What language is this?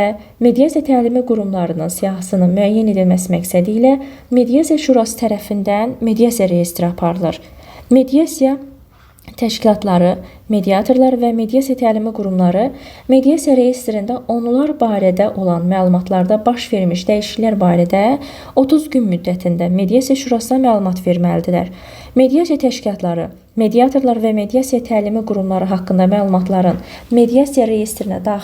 Azerbaijani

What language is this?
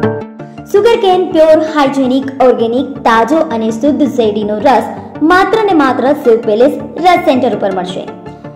Gujarati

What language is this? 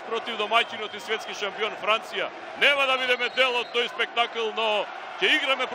Macedonian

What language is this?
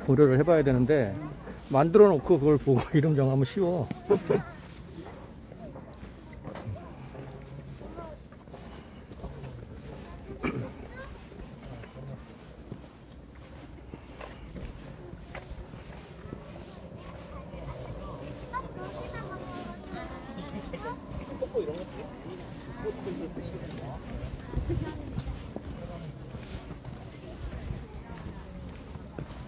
Korean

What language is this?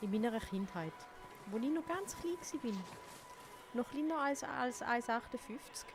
Swiss German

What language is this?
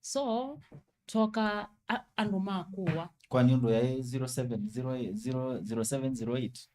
Kamba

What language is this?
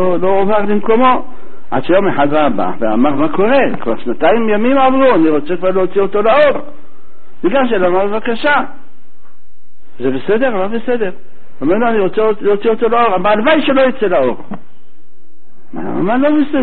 Hebrew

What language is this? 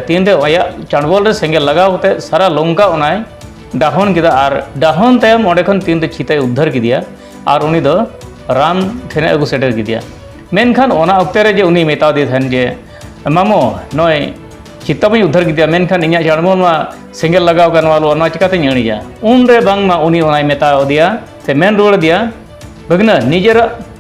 Santali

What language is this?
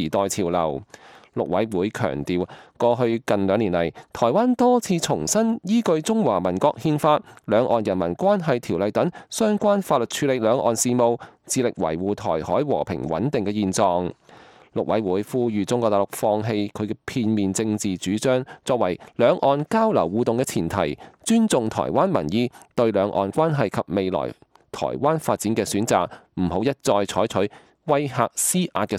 Cantonese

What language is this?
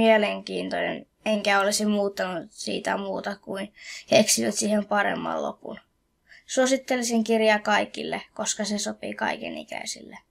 Finnish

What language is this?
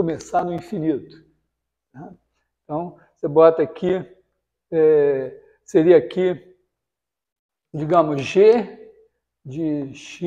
Portuguese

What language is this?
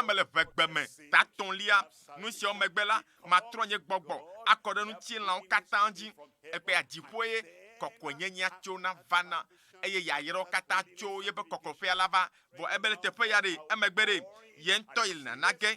Ewe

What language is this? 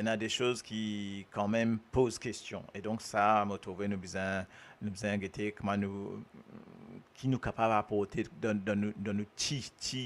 Morisyen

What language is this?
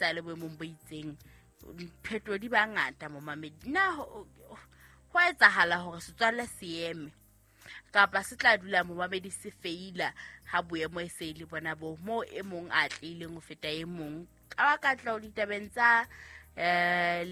Southern Sotho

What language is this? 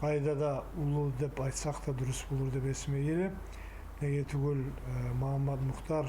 Kumyk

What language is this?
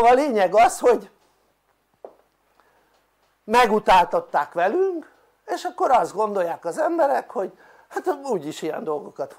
Hungarian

